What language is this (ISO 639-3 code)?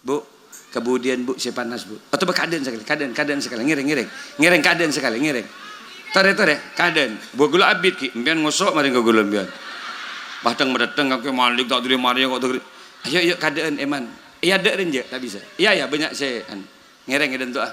mad